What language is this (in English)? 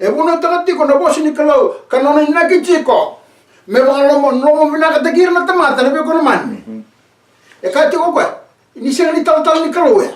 Fijian